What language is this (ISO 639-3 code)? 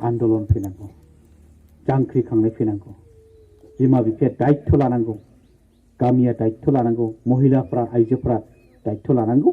brx